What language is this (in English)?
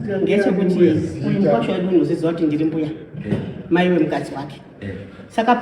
Shona